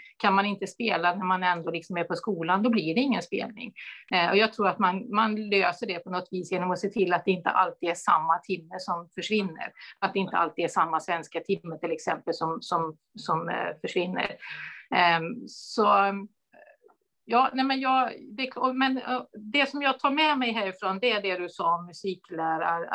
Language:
Swedish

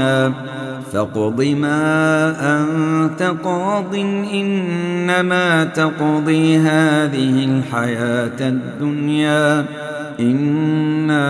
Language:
Arabic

